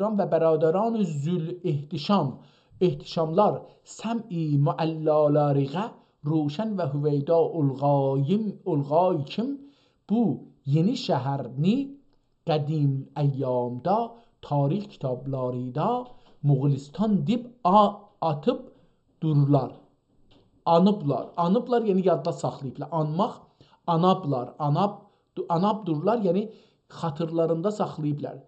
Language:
South Azerbaijani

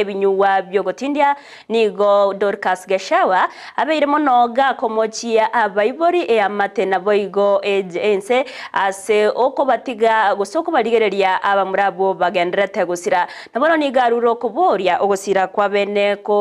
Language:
Gusii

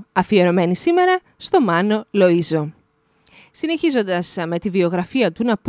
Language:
Greek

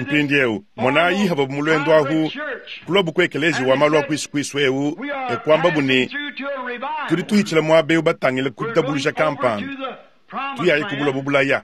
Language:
Luba-Lulua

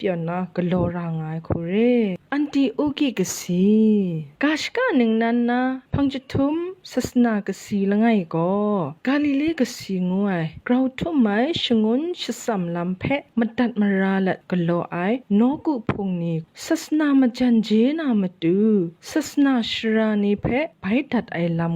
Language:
Kachin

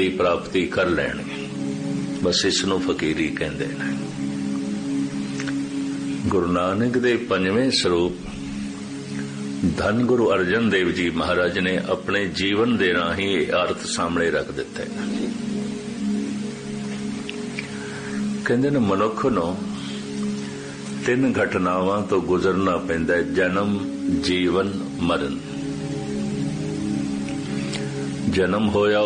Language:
Punjabi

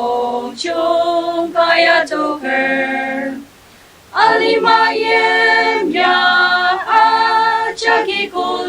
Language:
Ao Naga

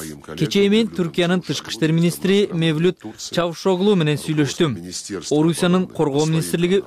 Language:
Kyrgyz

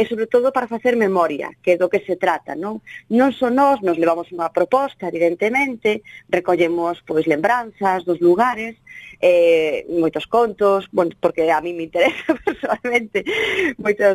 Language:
Galician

